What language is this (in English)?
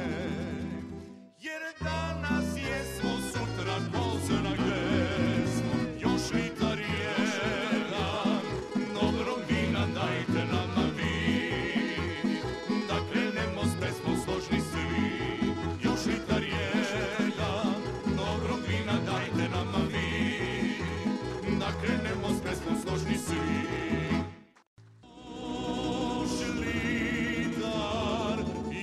Serbian